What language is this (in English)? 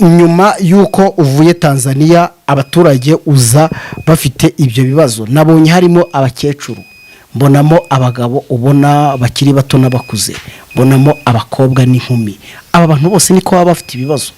Kinyarwanda